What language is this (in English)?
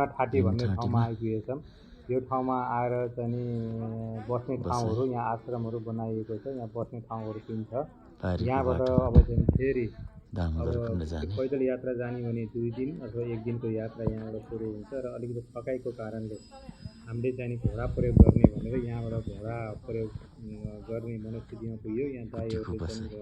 Nepali